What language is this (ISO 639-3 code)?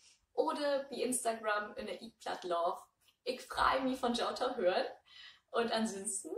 nds